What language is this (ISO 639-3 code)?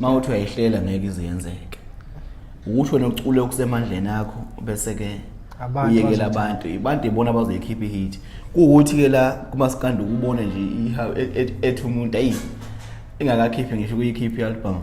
zul